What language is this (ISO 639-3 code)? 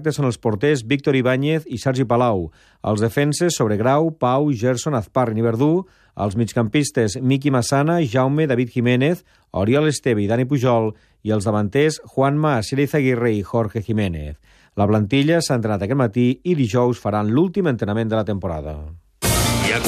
cat